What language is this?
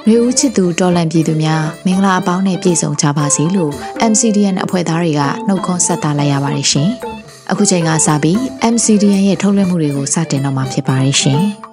Burmese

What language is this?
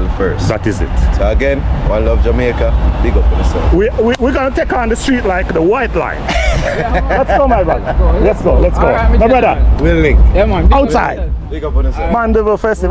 Jamaican Creole English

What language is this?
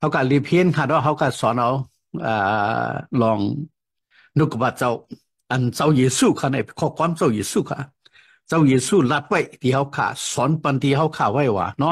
Shan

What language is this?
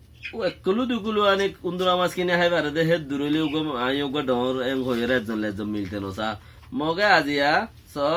Rohingya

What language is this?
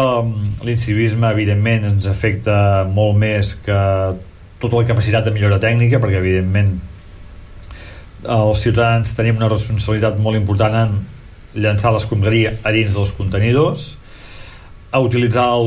Catalan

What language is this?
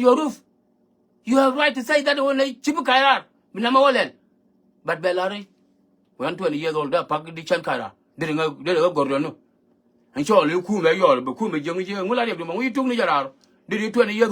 Nuer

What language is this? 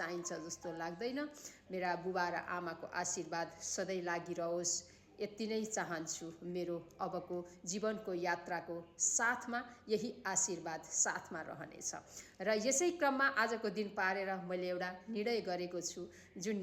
Nepali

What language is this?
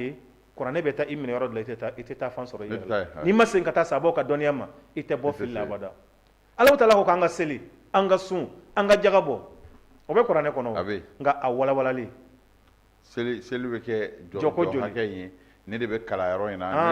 Bambara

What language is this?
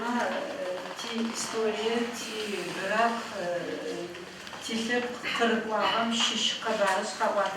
Adyghe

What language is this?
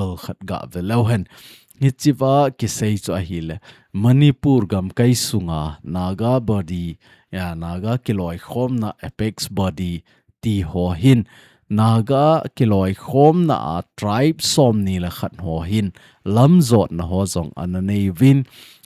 Thado Chin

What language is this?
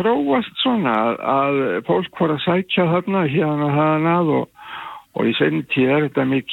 Icelandic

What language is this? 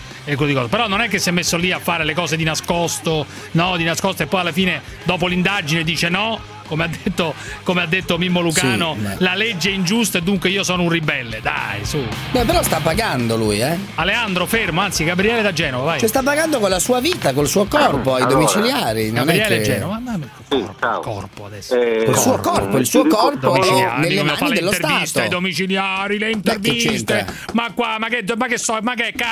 Italian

